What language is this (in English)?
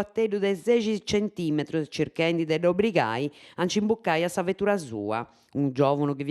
Sardinian